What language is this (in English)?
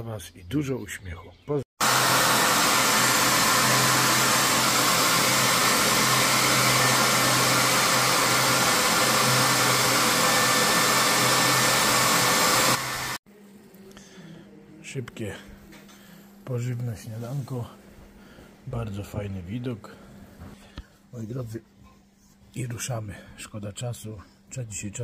Polish